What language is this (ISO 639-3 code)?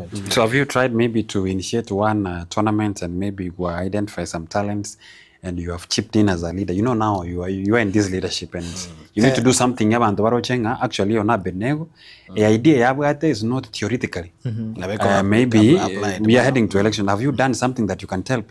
guz